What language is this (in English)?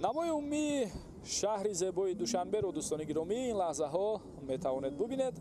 Tajik